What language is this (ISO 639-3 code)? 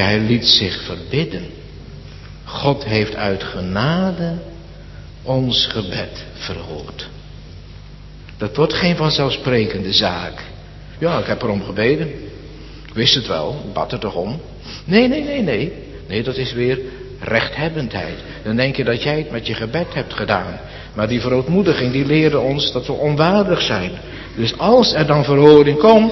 nld